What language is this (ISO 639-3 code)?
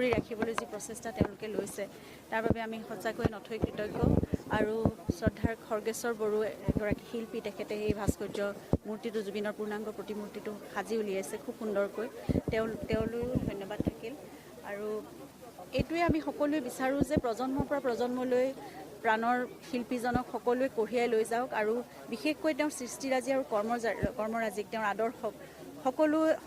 asm